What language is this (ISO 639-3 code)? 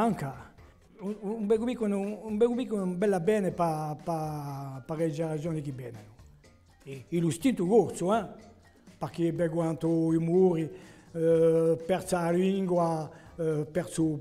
cos